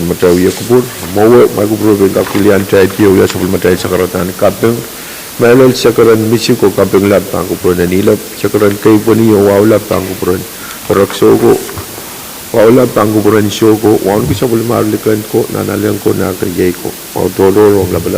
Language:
Pohnpeian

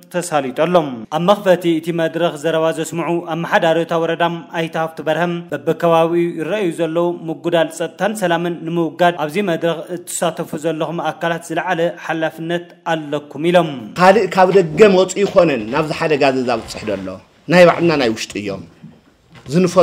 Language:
Tigrinya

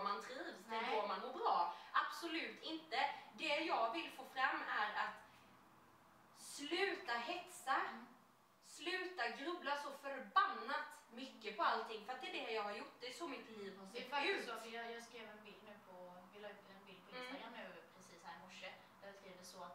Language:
Swedish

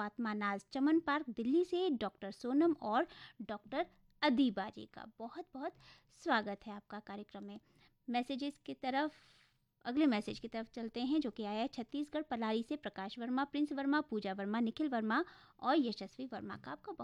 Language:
Hindi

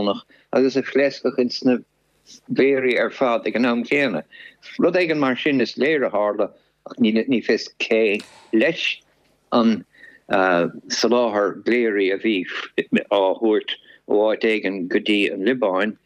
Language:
Irish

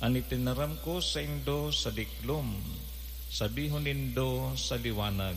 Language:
Bikol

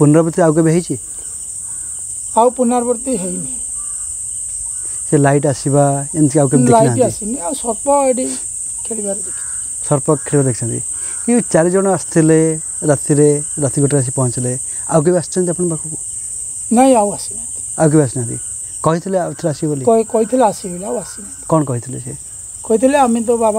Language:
Odia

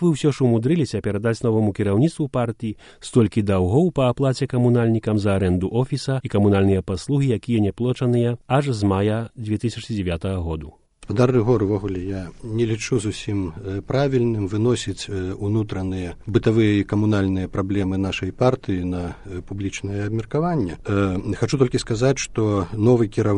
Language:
Belarusian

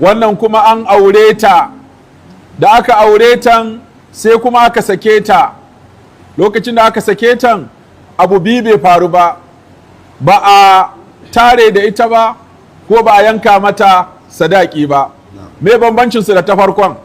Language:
Hausa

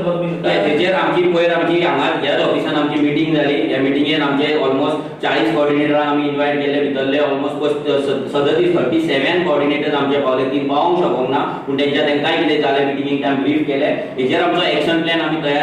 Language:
Konkani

